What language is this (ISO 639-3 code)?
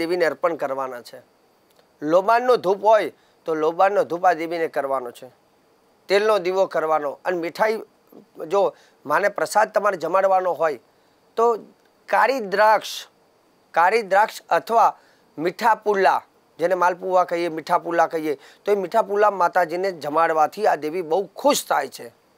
guj